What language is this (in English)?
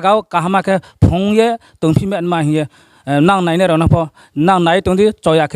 Riang (India)